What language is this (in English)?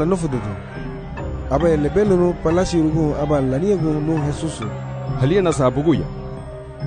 Garifuna